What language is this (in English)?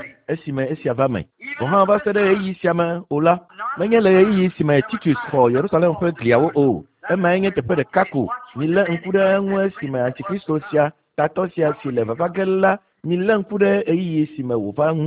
Ewe